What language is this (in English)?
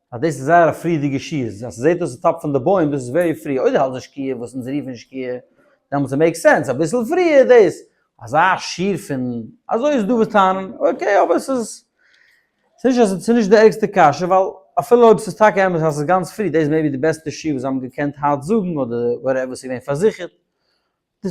Yiddish